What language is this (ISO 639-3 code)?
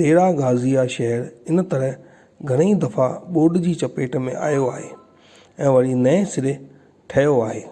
snd